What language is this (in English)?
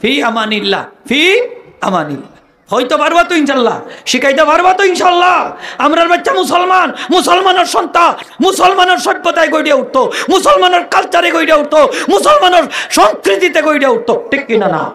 Sylheti